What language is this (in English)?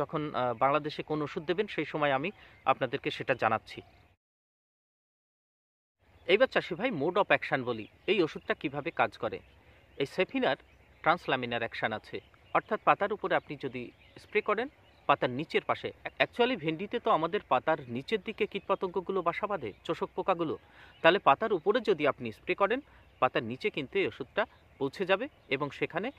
Bangla